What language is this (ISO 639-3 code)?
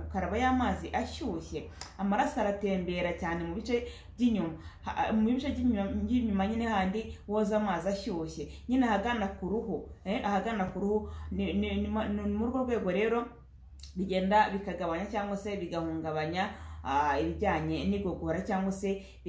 kin